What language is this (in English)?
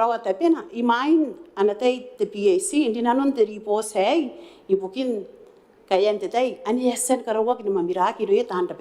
Gilbertese